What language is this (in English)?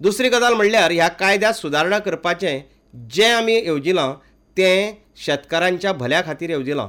Konkani